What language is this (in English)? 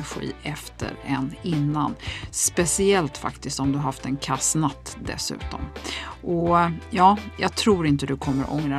Swedish